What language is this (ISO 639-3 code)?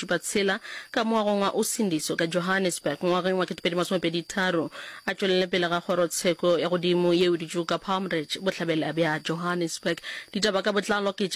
nso